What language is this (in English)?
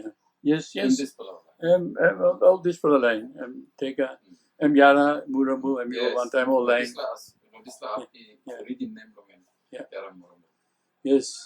Tok Pisin